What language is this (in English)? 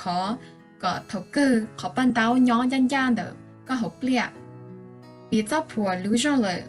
Hmong